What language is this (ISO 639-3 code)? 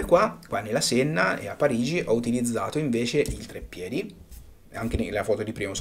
ita